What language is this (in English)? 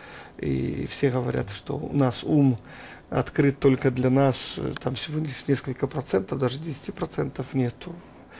Russian